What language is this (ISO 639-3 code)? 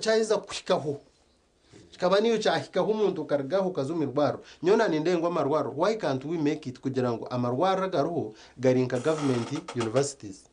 nyn